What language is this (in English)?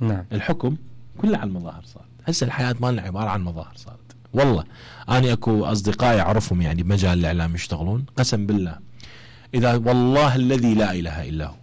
Mesopotamian Arabic